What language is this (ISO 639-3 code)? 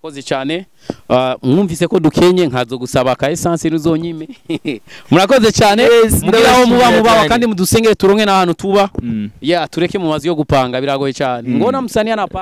run